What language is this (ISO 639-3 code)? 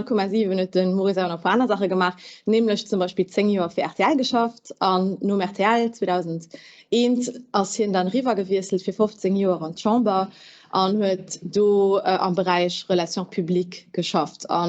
ltz